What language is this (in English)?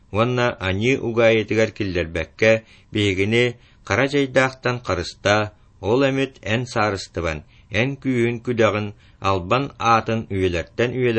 Yakut